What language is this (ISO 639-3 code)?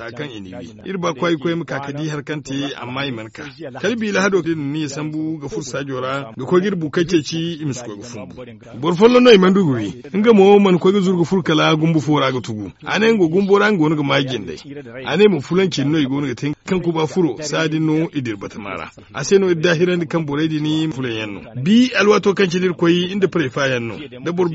dje